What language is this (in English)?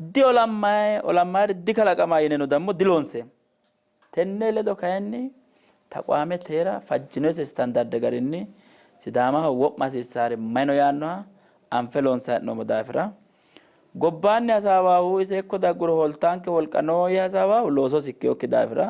Sidamo